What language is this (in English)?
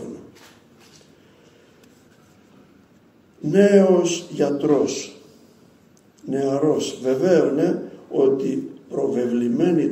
Greek